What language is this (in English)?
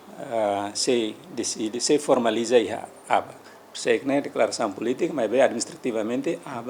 Tetum